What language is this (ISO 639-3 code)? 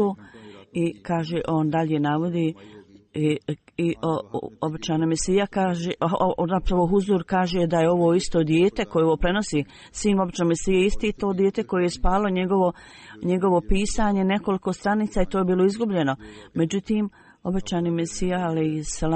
bos